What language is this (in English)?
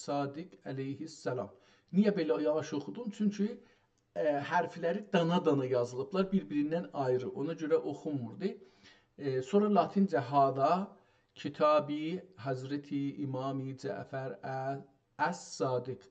South Azerbaijani